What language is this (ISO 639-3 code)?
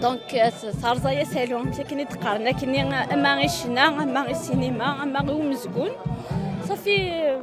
kab